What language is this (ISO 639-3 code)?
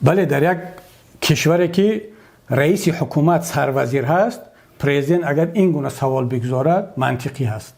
tgk